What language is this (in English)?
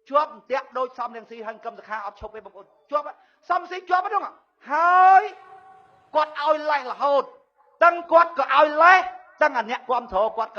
Khmer